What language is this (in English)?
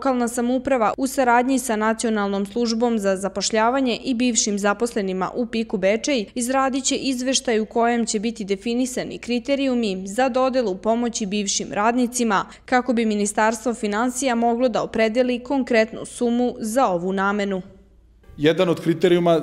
Serbian